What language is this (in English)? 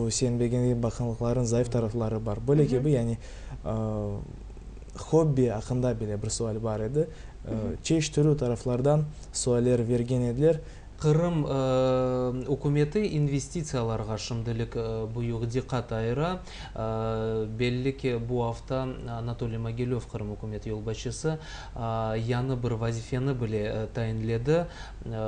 Crimean Tatar